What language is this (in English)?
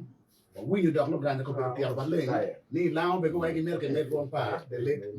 Acoli